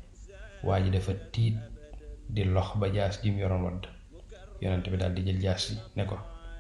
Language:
Wolof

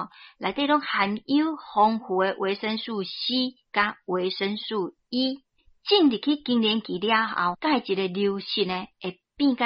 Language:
Min Nan Chinese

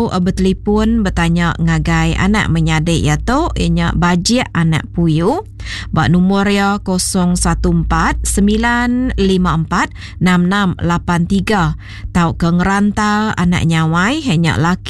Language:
Iban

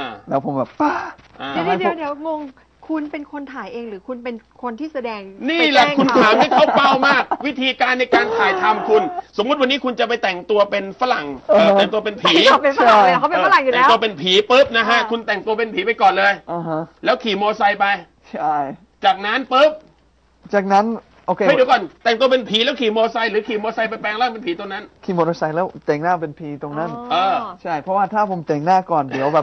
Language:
Thai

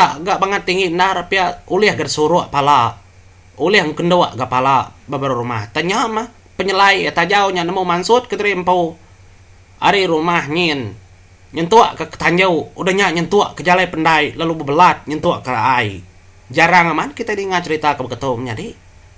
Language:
Iban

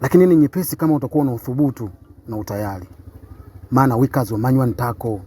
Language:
Swahili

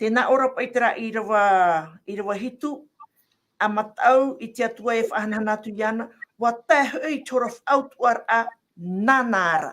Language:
Tahitian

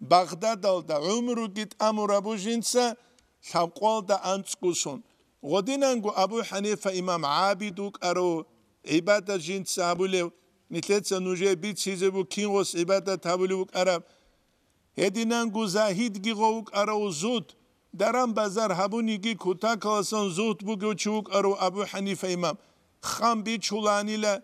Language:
Avaric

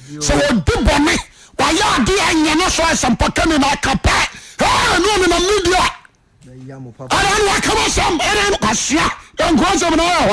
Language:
Akan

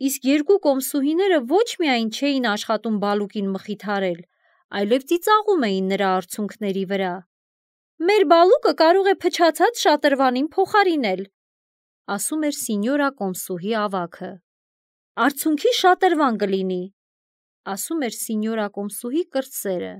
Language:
Armenian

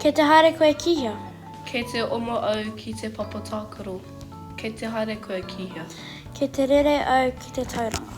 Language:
Māori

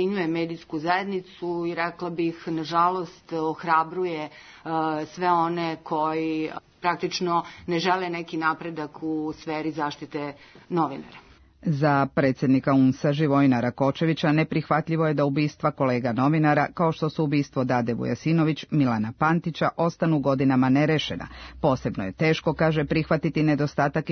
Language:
Serbian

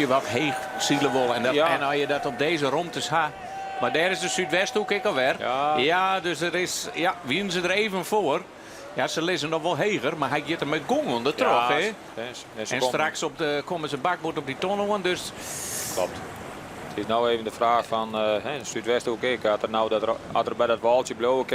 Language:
Western Frisian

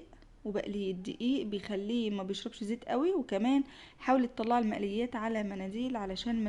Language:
Egyptian Arabic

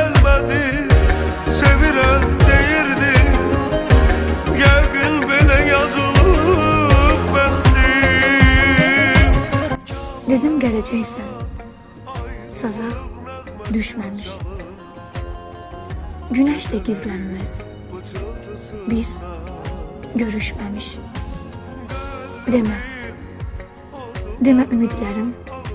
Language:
Azerbaijani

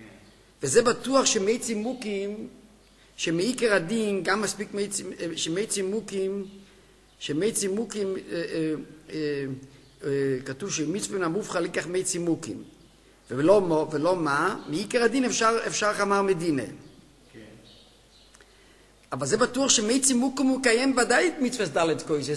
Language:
Hebrew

